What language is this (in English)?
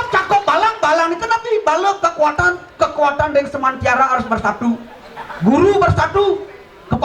Balinese